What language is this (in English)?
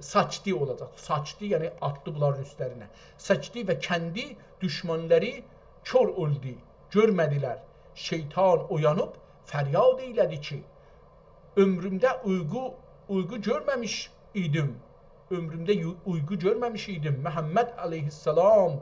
South Azerbaijani